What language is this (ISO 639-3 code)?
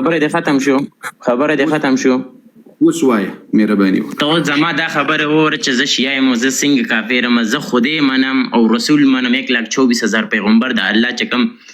pus